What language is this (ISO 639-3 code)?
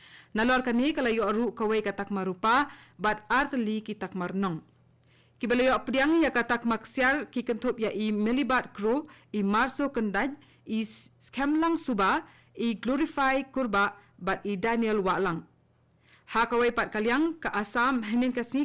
kha